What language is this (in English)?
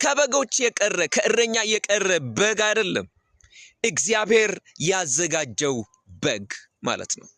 Amharic